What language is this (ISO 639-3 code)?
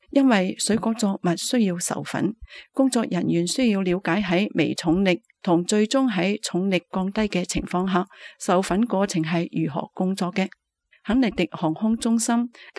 yue